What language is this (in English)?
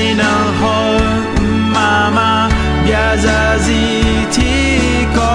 Akha